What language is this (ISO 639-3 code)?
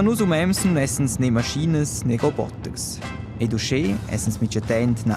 roh